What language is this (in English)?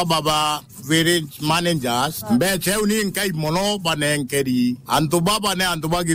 Meru